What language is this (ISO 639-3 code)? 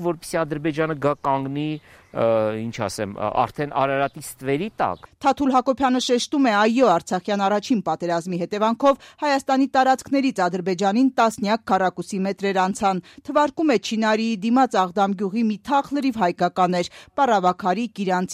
hye